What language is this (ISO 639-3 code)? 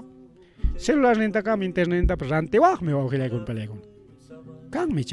quy